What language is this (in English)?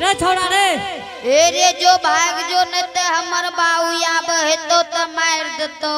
Angika